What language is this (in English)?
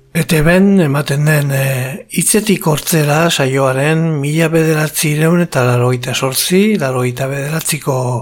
Basque